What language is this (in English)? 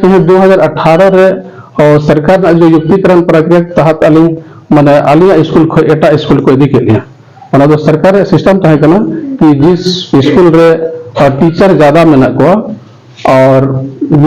Santali